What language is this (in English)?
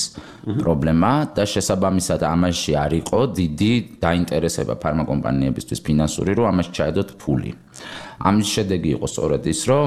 Georgian